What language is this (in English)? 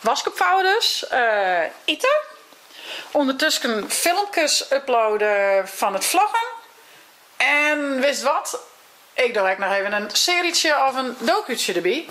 Western Frisian